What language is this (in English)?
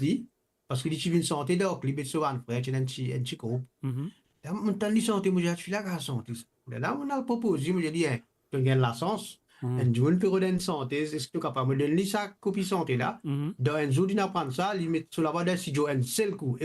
Morisyen